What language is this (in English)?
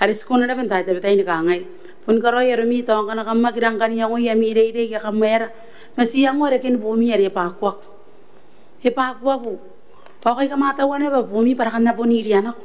Gilbertese